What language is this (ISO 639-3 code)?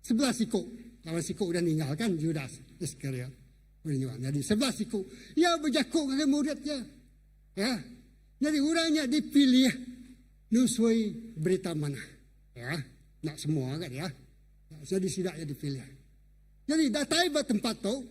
iba